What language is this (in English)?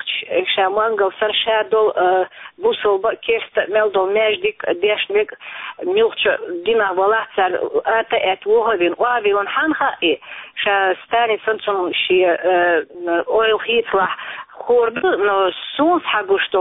Chechen